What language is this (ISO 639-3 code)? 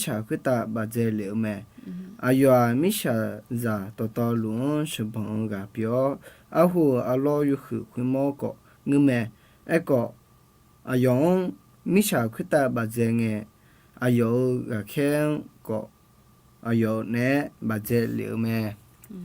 ahk